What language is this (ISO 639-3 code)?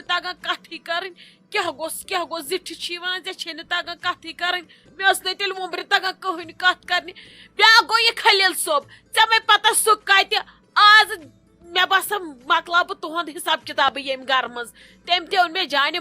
kas